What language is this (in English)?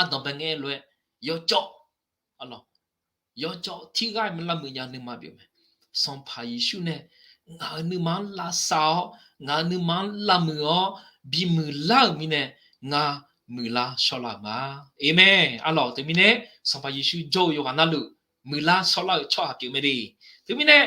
Akha